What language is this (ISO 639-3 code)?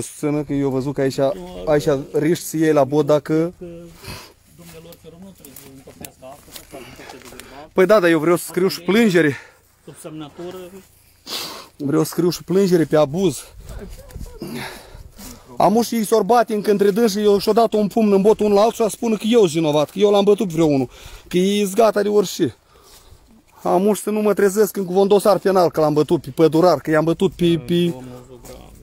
ron